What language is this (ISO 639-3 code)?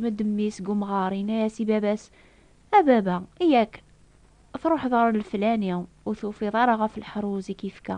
kab